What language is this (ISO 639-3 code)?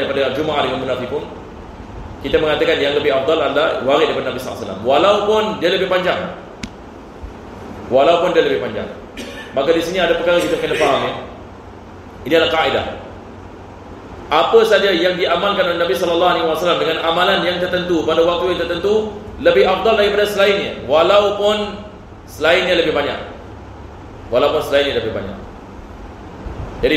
msa